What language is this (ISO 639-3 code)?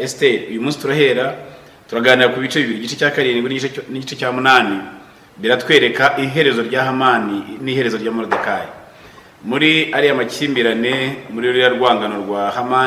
kin